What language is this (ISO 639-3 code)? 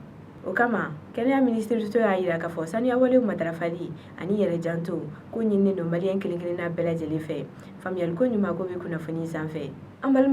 bam